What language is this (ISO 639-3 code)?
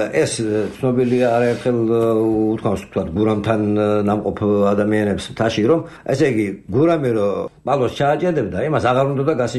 kat